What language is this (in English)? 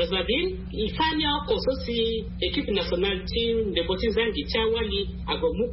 Sango